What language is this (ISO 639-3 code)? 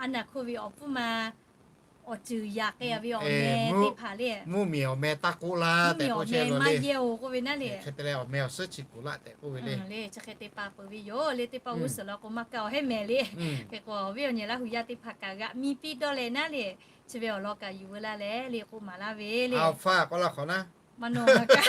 lhu